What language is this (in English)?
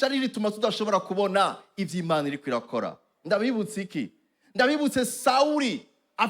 Rundi